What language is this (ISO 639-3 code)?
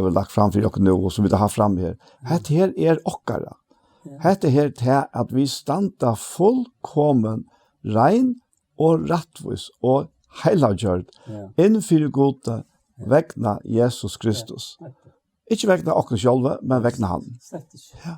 fao